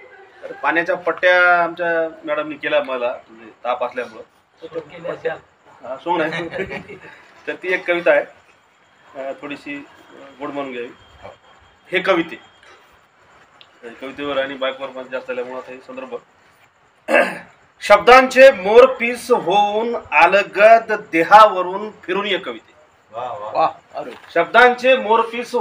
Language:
Marathi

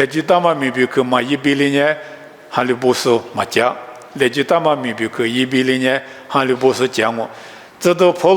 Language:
Lisu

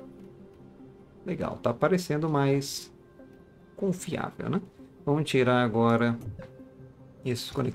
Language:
Portuguese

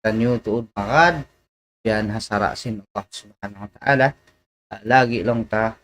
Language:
Tausug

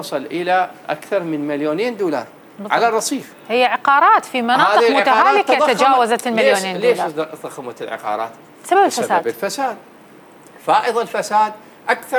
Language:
North Levantine Arabic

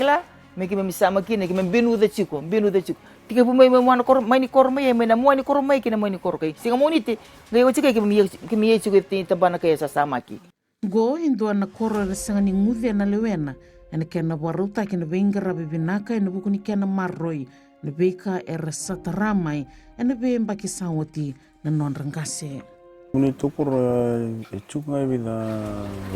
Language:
Fijian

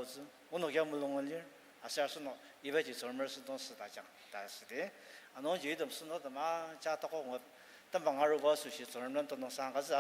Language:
Ao Naga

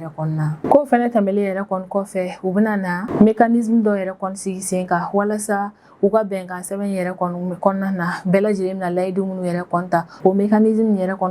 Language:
Bambara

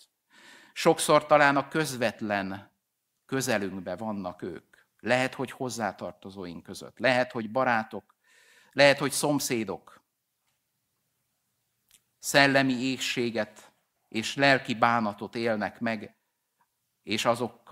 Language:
Hungarian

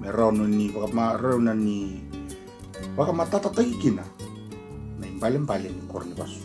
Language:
Fijian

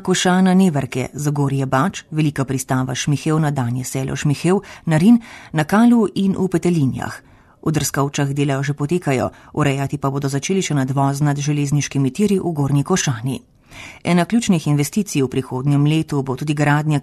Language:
Slovenian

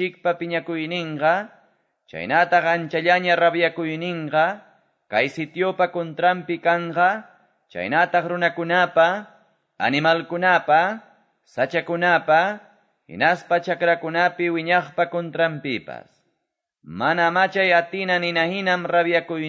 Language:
Quechua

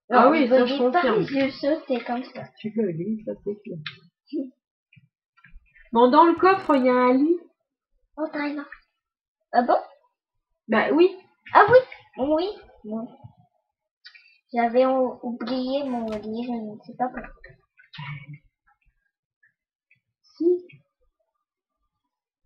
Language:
French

